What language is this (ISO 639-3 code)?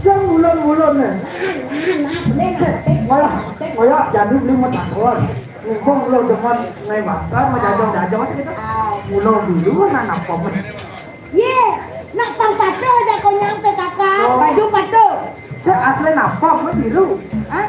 ban